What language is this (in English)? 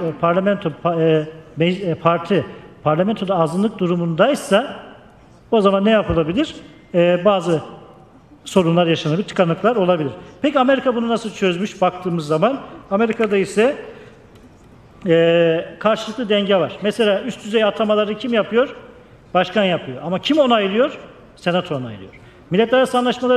Turkish